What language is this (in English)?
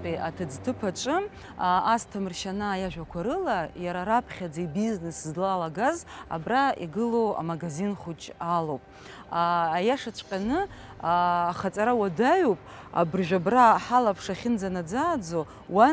Abkhazian